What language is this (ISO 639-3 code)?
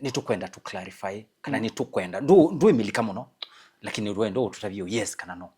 kam